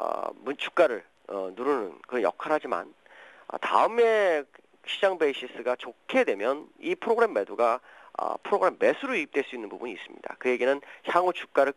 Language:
Korean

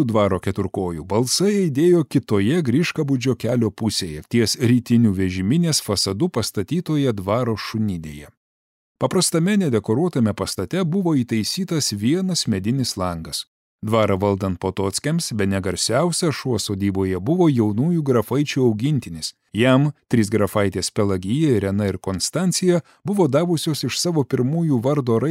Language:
Lithuanian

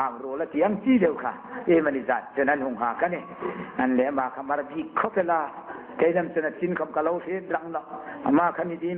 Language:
Hmar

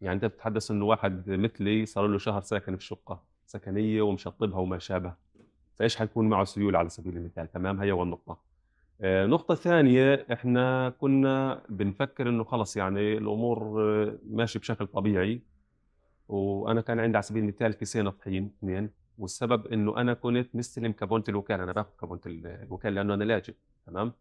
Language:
North Levantine Arabic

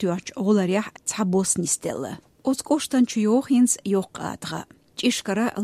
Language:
Chechen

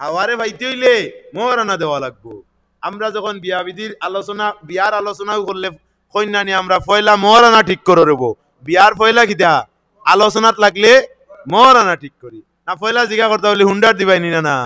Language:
Sylheti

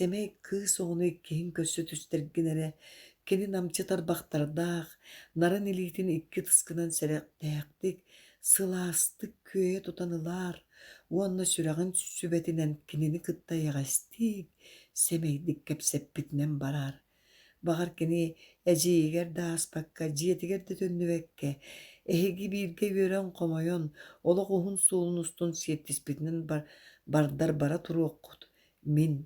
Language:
Yakut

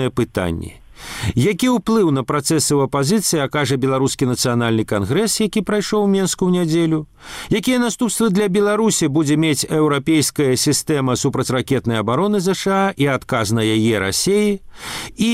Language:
Belarusian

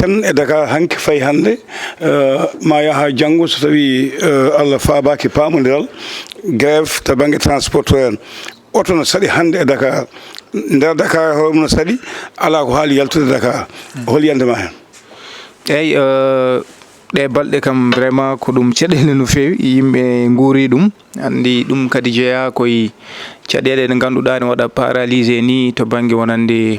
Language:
Fula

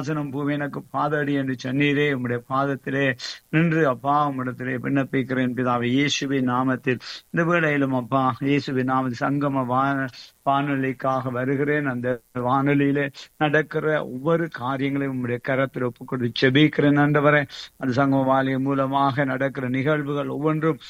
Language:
Tamil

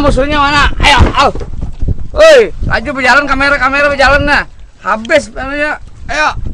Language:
Banjar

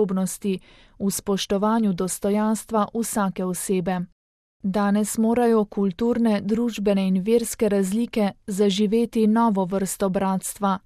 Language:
Slovenian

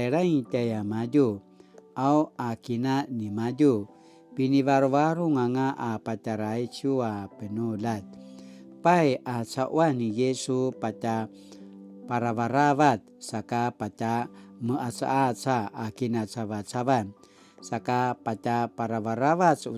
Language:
Paiwan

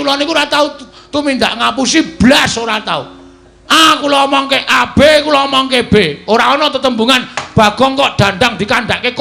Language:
Javanese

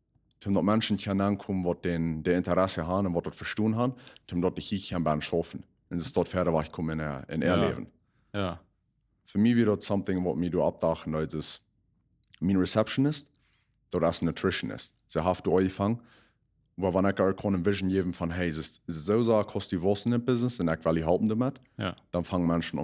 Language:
Plautdietsch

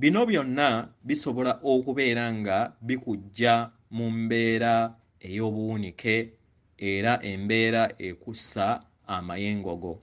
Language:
Ganda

